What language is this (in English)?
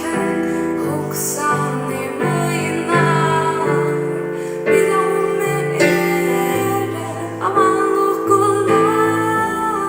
Faroese